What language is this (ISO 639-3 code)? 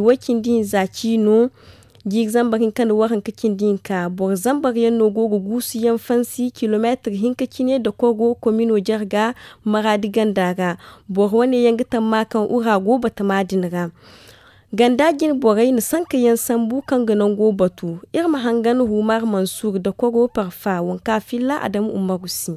dje